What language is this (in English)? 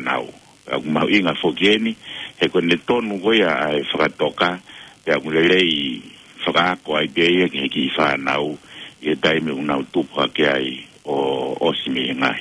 Tongan